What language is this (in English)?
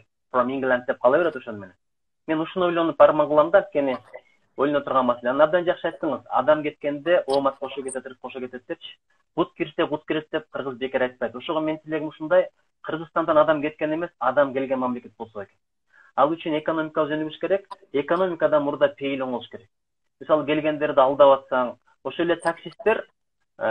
Kyrgyz